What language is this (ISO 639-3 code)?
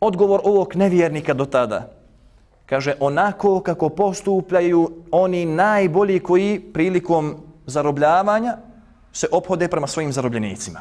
bos